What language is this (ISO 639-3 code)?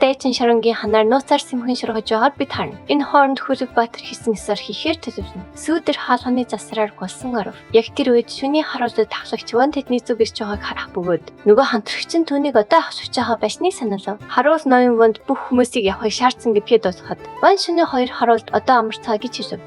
mon